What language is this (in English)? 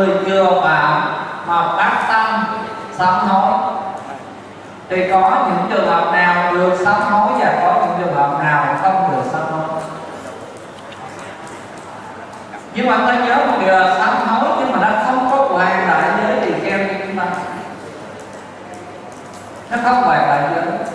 Vietnamese